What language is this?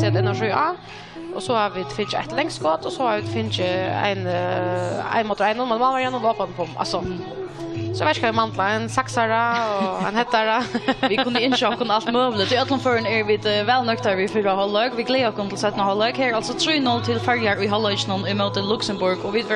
Faroese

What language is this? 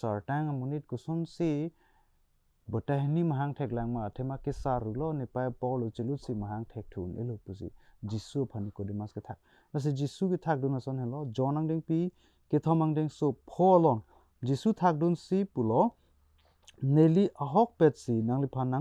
Karbi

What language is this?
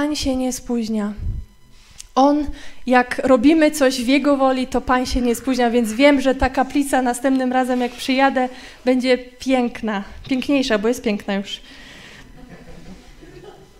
Polish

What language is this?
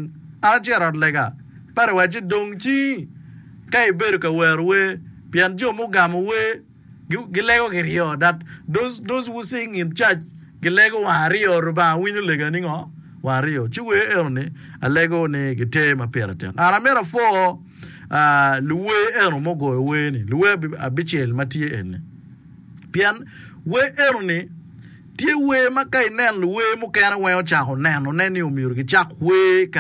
Acoli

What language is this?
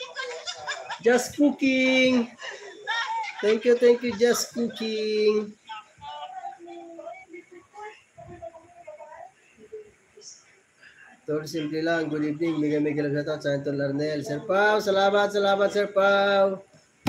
Filipino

